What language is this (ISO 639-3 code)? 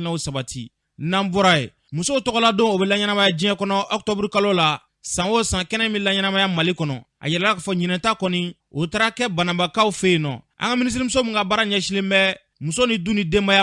bam